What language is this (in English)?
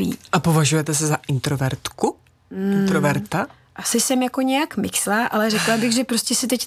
Czech